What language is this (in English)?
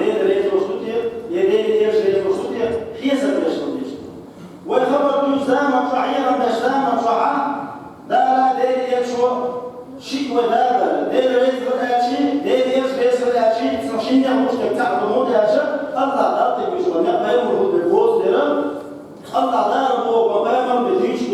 Chechen